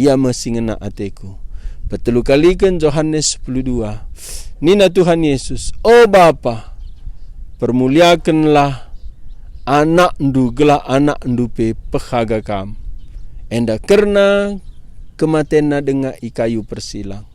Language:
Batak Karo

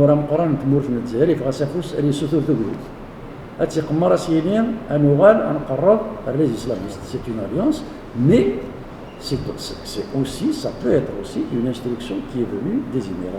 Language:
Kabyle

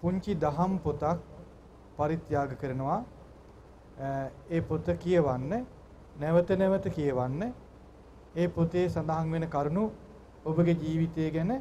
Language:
Sinhala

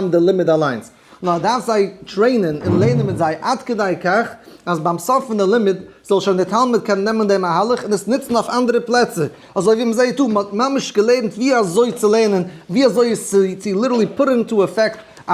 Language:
Yiddish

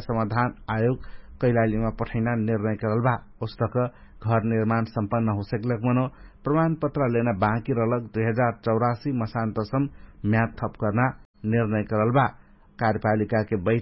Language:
Dangaura Tharu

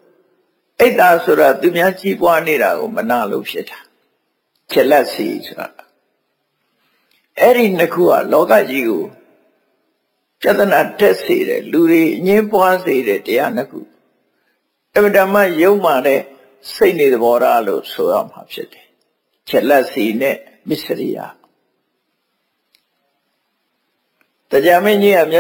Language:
Burmese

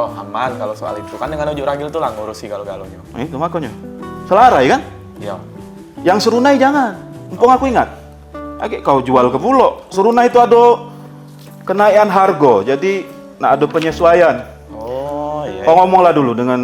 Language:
Musi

